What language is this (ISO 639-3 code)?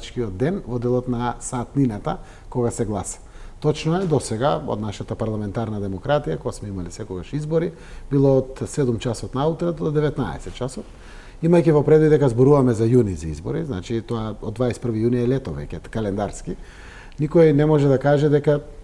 mkd